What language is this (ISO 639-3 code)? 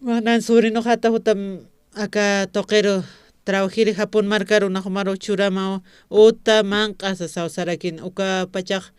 aym